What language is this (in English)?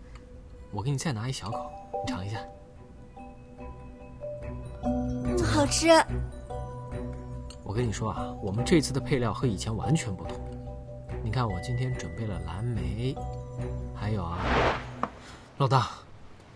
Chinese